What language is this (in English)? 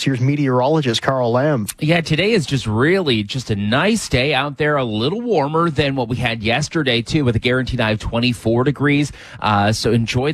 English